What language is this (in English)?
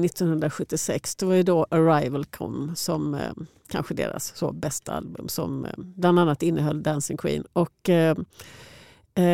Swedish